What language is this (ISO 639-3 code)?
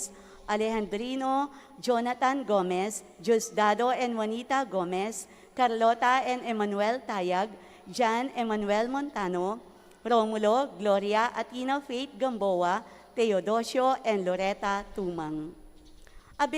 pam